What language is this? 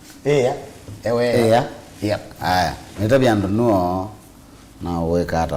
Kamba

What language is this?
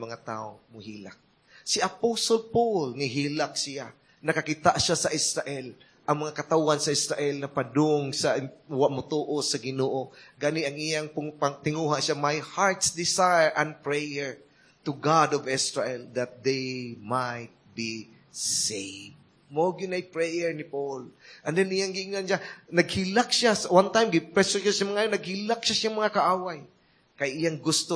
Cebuano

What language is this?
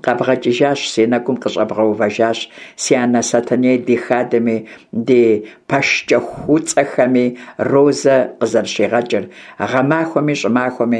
Kabardian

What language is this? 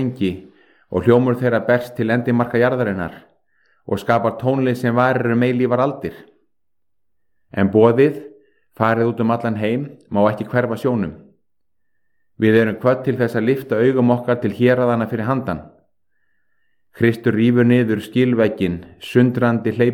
Icelandic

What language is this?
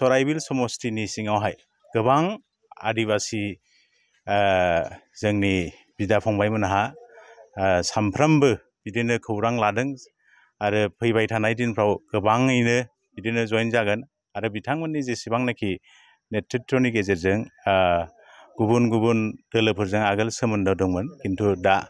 Bodo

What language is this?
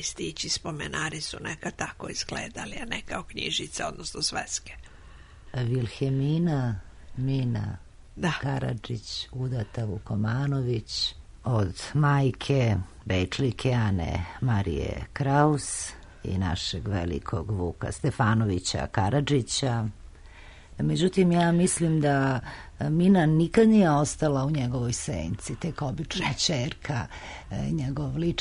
Serbian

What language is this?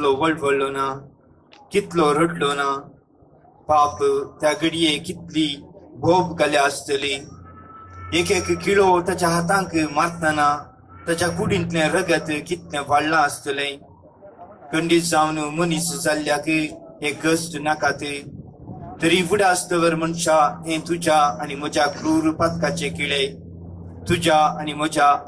Konkani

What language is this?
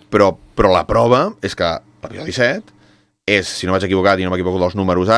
Catalan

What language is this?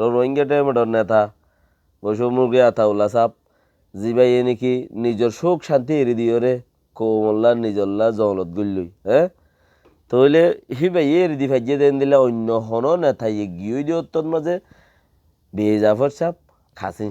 Rohingya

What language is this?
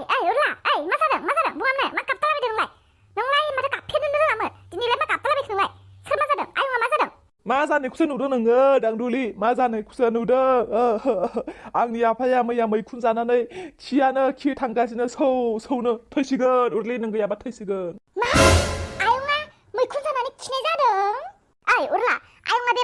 Bodo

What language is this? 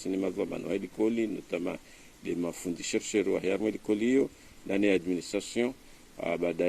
Ngazidja Comorian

